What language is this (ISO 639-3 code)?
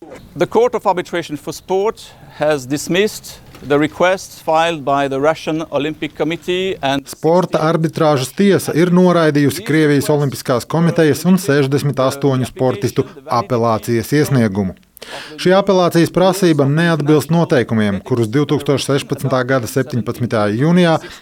lav